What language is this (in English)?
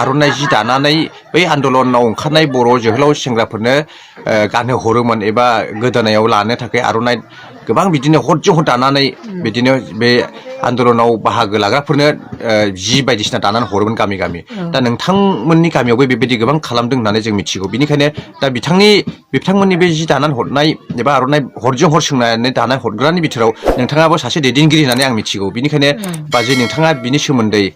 Bodo